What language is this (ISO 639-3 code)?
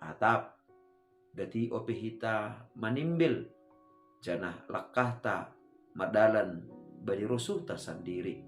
bts